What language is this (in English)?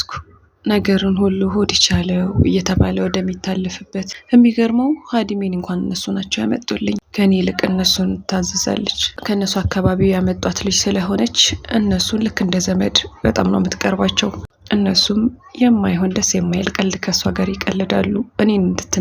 Amharic